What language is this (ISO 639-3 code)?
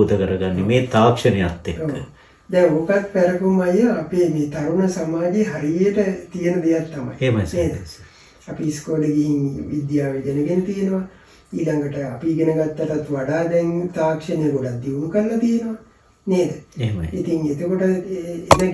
sin